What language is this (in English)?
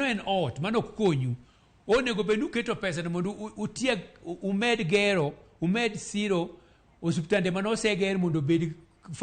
Luo (Kenya and Tanzania)